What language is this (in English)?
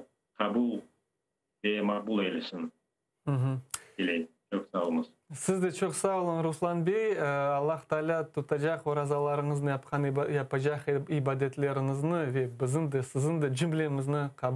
Crimean Tatar